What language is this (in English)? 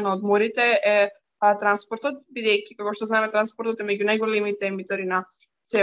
Macedonian